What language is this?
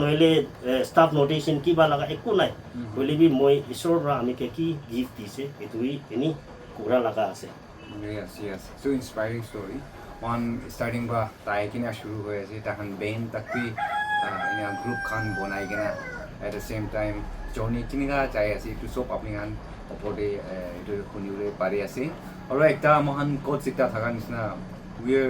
Naga Pidgin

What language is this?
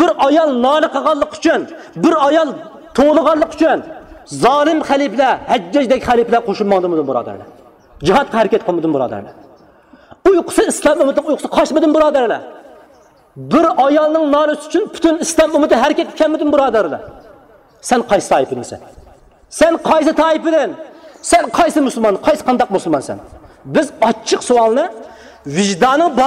Uyghur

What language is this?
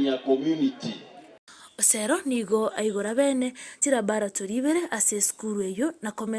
Gusii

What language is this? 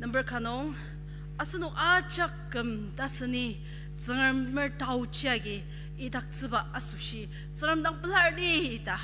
Ao Naga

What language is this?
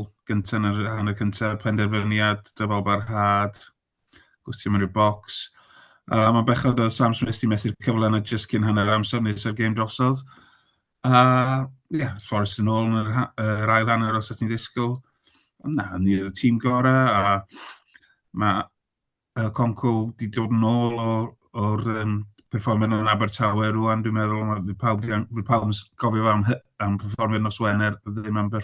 Welsh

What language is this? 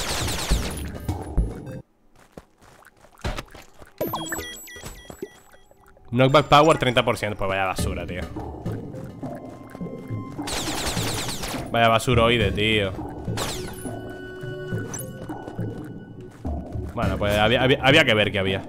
Spanish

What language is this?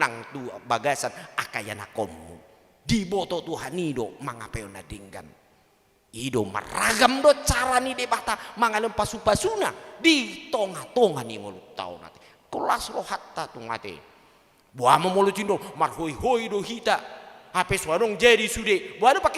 Batak Toba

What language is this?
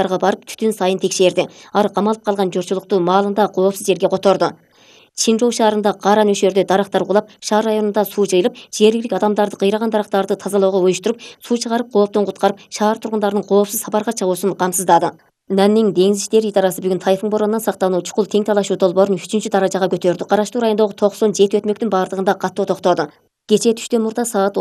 Kyrgyz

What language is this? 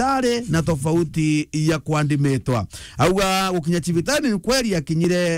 Meru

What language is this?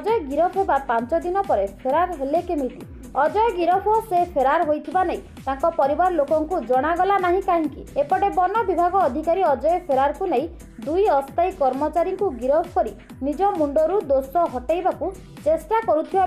Odia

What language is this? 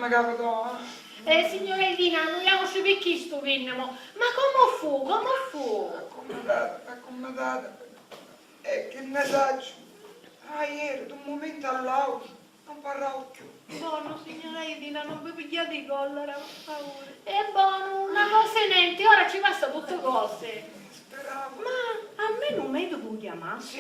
Sicilian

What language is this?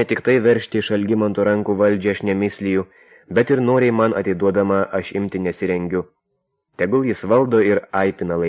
Lithuanian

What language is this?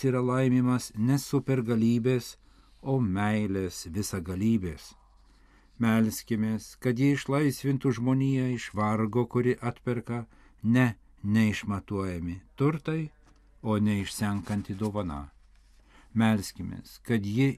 Lithuanian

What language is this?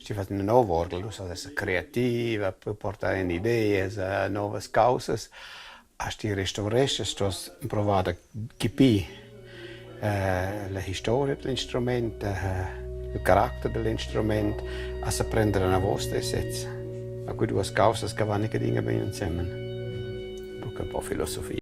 Romansh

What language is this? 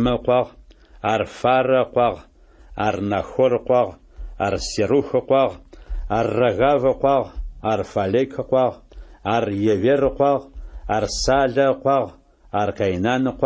Adyghe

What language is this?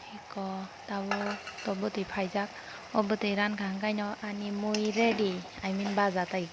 Kok Borok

